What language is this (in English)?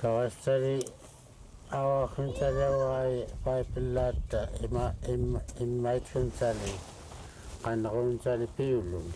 Central Yupik